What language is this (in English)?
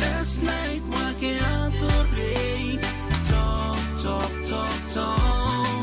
Pohnpeian